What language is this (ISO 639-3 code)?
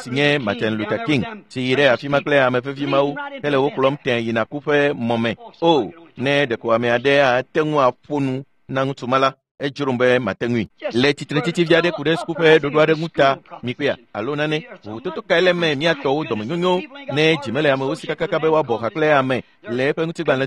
ewe